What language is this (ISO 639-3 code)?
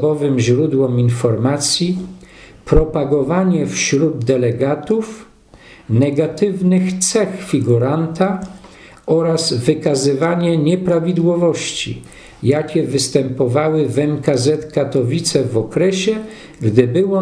pol